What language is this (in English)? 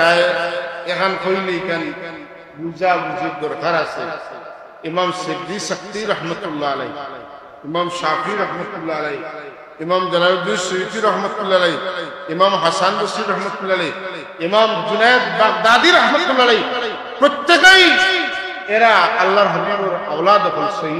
Sylheti